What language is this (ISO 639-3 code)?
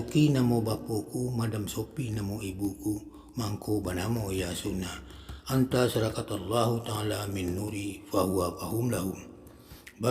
min